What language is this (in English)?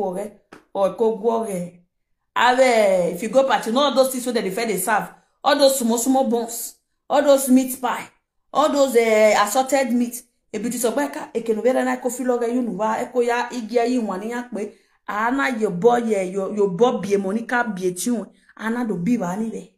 Nigerian Pidgin